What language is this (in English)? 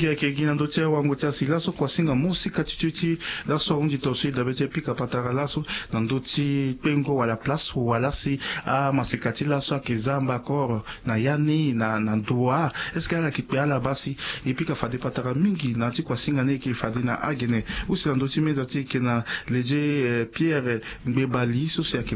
Sango